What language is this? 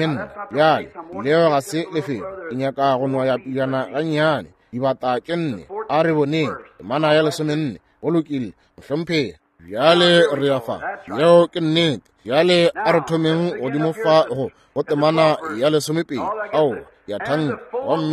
Northern Sotho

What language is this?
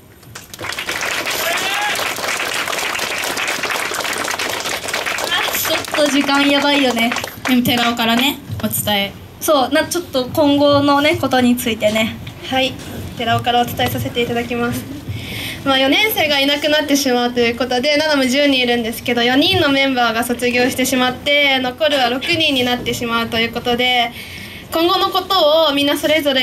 Japanese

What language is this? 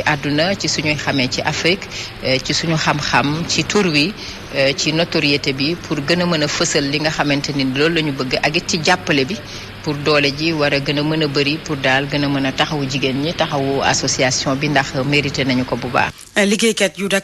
Wolof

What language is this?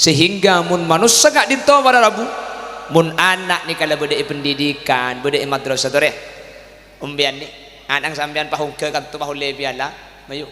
Madurese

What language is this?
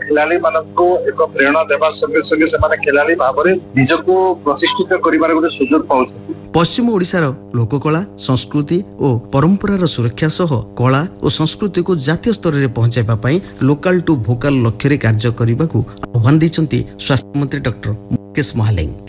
Odia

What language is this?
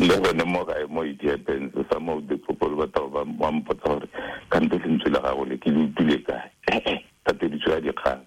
Tswana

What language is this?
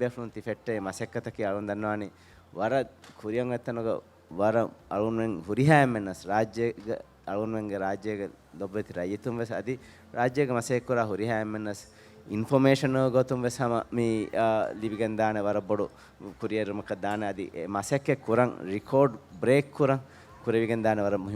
Divehi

